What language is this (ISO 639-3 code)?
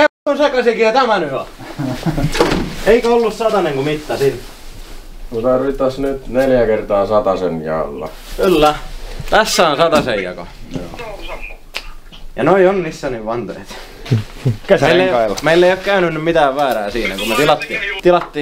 fin